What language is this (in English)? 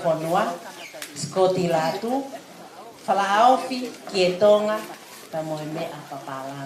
Tongan